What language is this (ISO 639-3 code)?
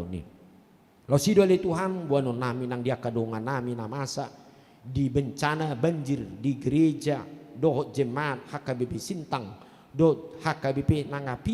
bbc